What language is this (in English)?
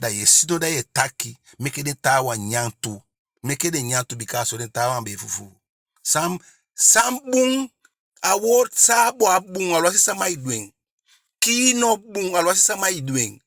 Eastern Maroon Creole